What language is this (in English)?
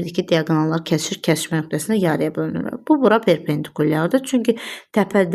Azerbaijani